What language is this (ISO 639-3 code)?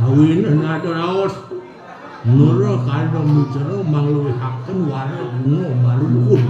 ban